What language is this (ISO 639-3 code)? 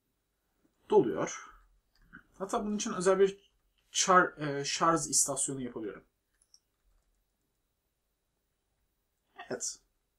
tur